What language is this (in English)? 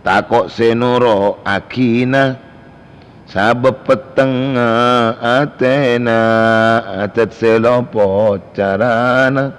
Madurese